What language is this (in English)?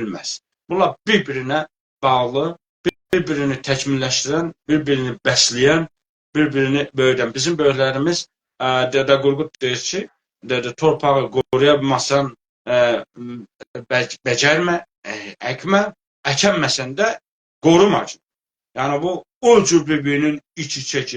South Azerbaijani